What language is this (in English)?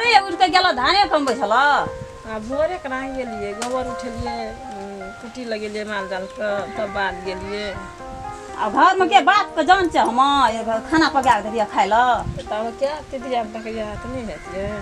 Maithili